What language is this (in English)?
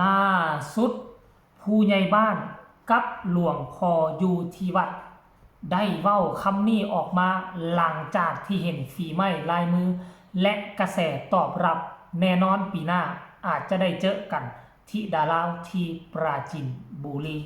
Northeastern Thai